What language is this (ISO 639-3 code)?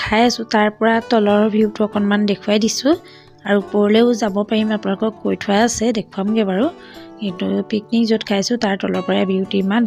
asm